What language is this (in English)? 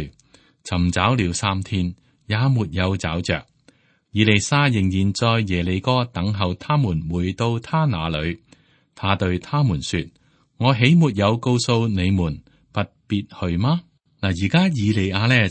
Cantonese